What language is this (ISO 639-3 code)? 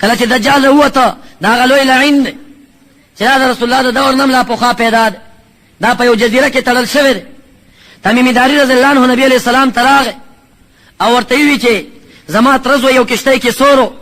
pus